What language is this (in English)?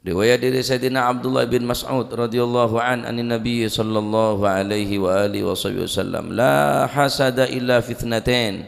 Madurese